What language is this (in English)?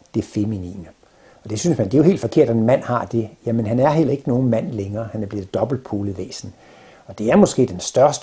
Danish